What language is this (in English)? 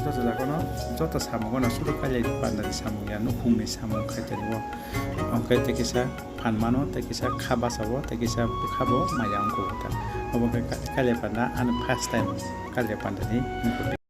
Kok Borok